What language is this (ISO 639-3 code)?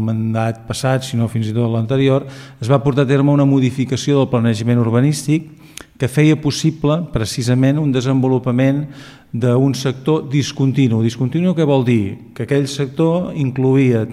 cat